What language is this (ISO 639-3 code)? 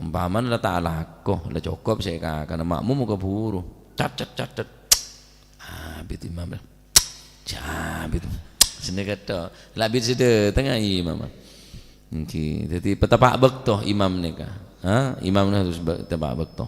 mad